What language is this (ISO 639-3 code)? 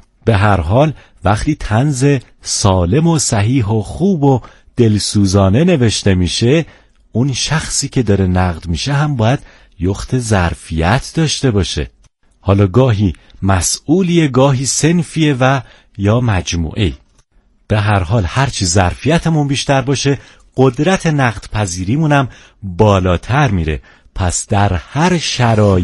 fas